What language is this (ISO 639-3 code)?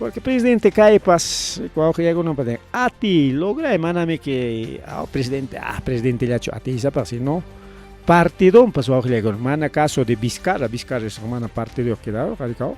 quy